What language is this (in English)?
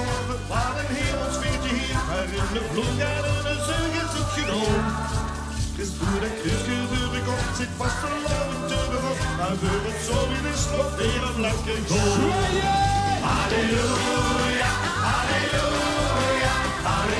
Limburgish